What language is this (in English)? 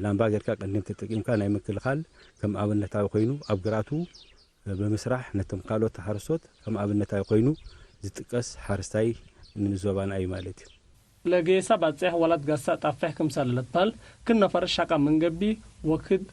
Tigre